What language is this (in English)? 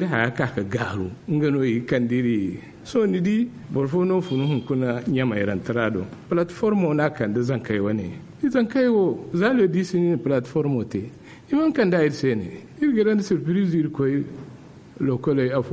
Zarma